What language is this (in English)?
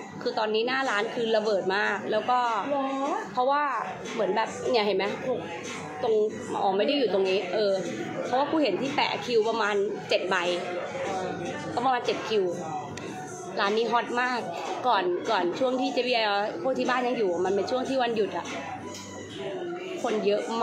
Thai